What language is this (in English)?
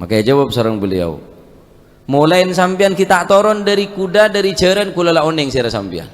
Madurese